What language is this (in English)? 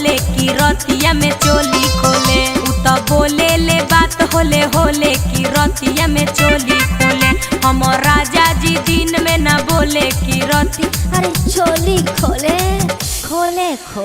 Magahi